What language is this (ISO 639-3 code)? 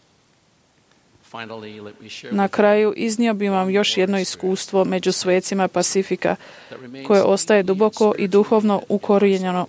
hrv